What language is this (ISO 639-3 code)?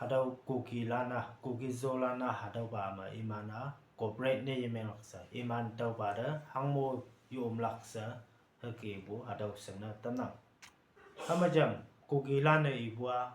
nbe